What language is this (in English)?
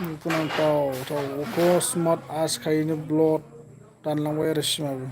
Bodo